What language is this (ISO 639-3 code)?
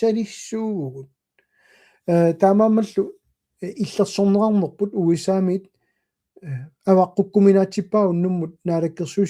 kal